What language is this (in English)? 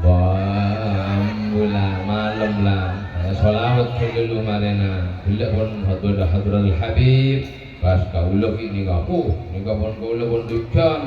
Madurese